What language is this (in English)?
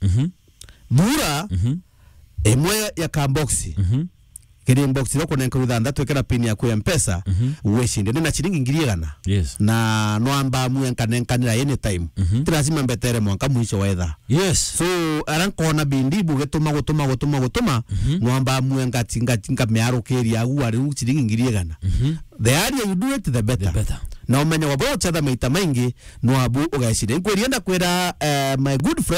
Meru